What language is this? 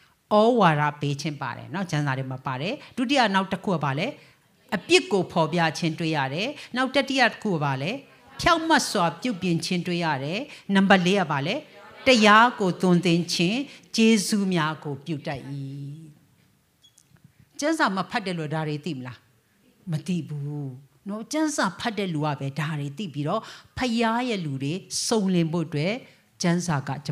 Burmese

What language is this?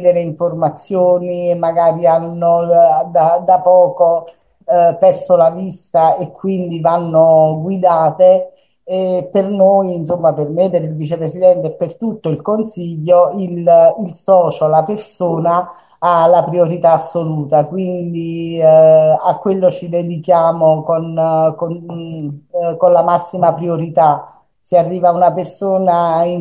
Italian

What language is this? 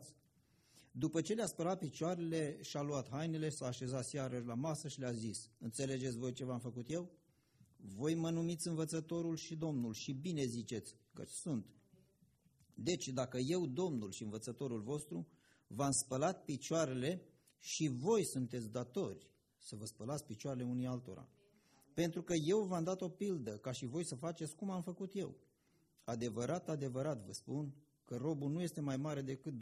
Romanian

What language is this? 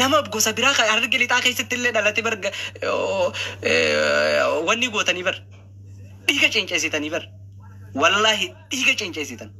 Oromo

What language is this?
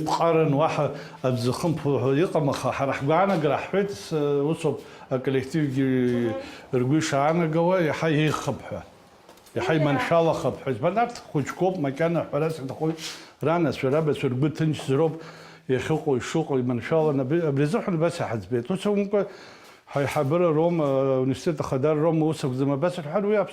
Abkhazian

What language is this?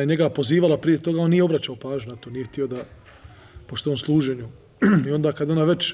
Bosnian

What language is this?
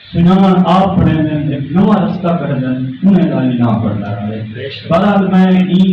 Saraiki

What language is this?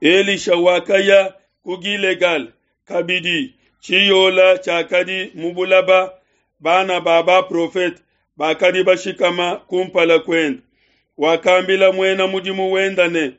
Luba-Lulua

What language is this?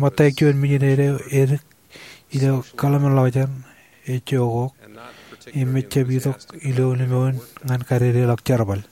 Marshallese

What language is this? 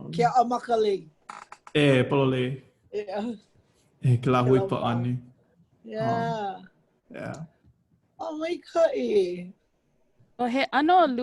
Hawaiian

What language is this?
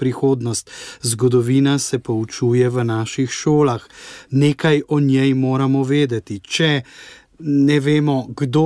Slovenian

